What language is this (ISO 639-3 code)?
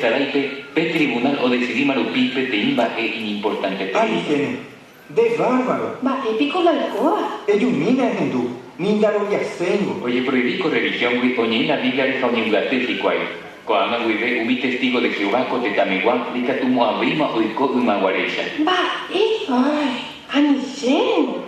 grn